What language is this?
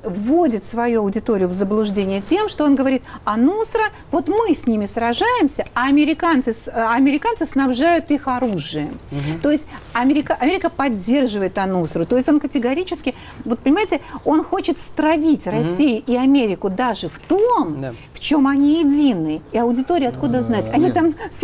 Russian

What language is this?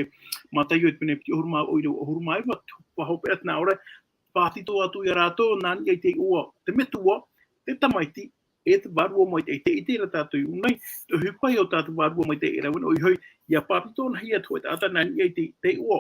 Tahitian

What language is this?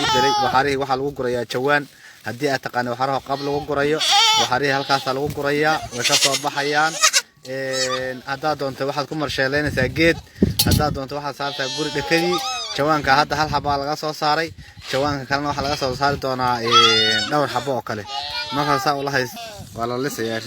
Somali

